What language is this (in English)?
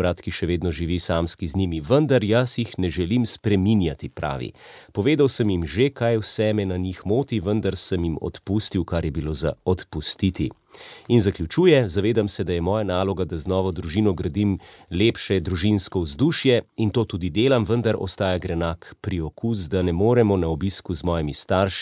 Slovenian